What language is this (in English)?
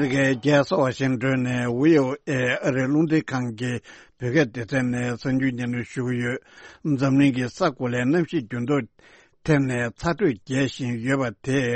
Tibetan